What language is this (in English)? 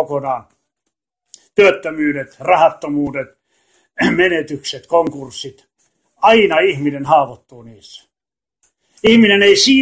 Finnish